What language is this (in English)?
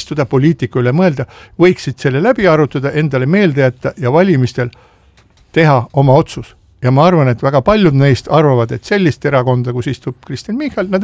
Estonian